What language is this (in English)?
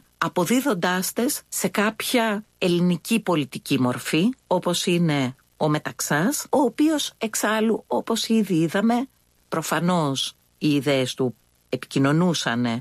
Greek